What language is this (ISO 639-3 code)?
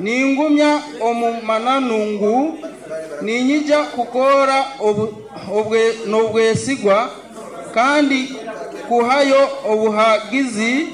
nyo